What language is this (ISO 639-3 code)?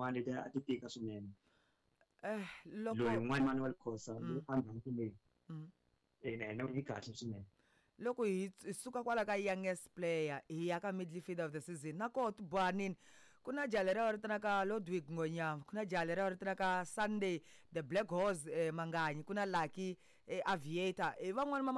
tso